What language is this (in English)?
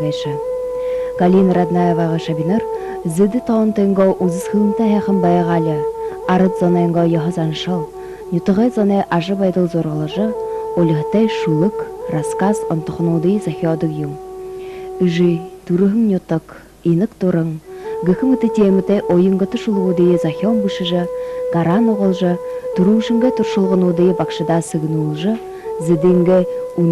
Buriat